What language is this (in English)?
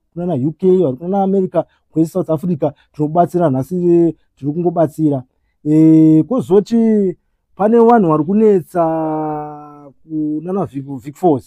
Shona